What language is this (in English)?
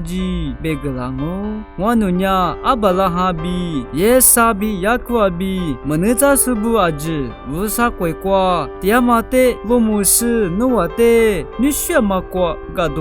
Lisu